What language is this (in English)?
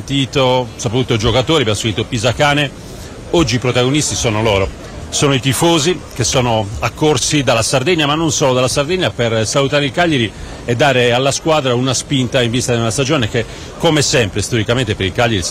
Italian